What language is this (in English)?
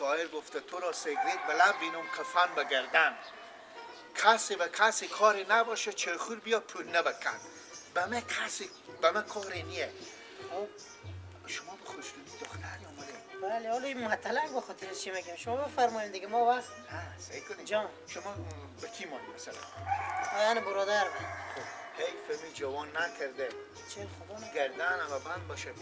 Persian